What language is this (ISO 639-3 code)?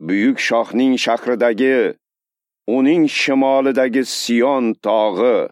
uzb